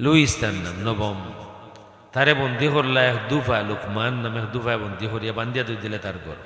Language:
Sylheti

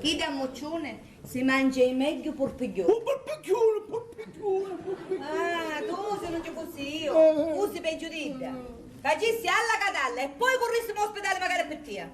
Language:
Sicilian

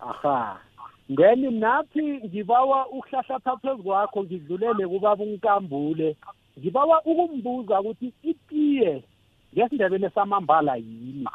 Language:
South Ndebele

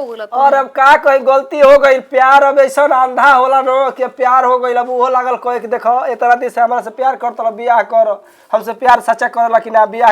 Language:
Bhojpuri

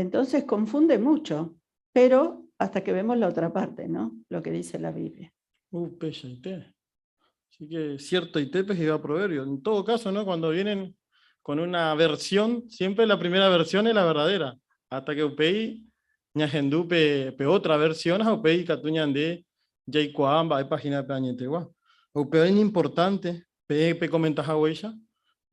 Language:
Guarani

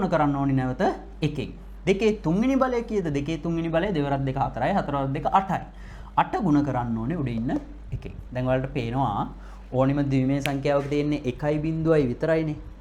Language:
Sinhala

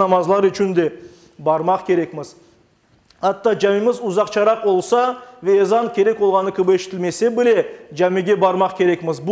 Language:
Crimean Tatar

